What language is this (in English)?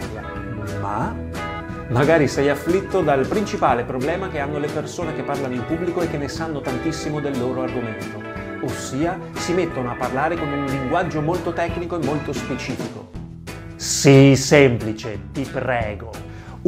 Italian